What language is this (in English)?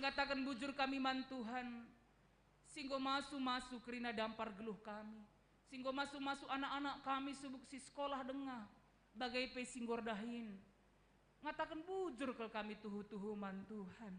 Batak Karo